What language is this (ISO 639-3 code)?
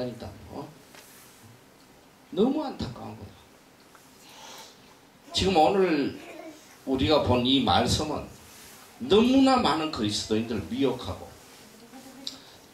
kor